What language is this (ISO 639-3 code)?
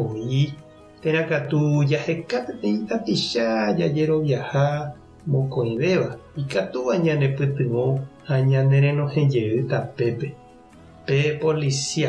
grn